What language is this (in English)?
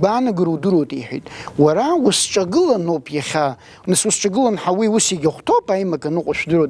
Abkhazian